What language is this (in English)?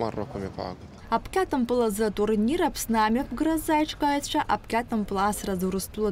Abkhazian